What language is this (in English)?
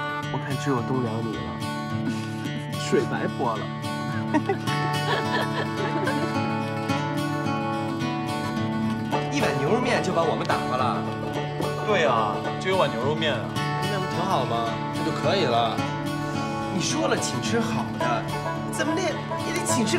Chinese